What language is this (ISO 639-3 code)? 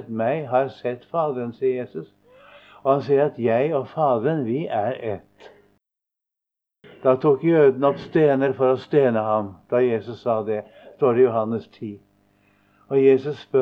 nor